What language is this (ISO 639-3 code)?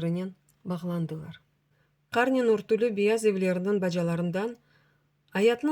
crh